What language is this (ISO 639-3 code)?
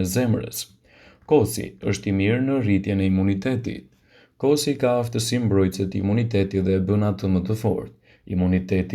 sqi